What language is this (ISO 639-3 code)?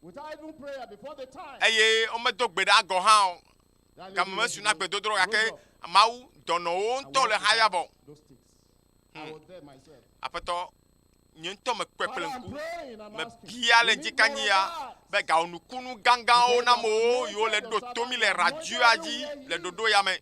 ewe